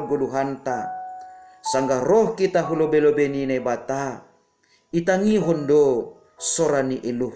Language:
Batak Simalungun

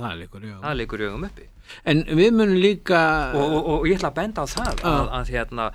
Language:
Icelandic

